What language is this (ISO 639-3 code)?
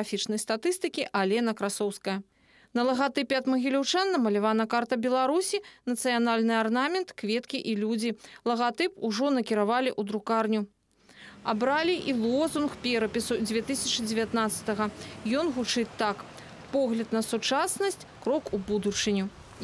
bel